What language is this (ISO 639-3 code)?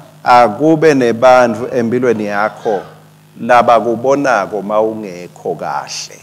ssw